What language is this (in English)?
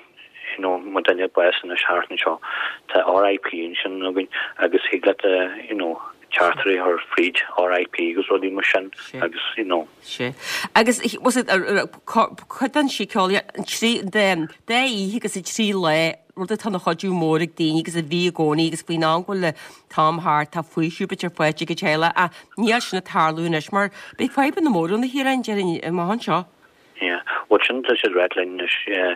Irish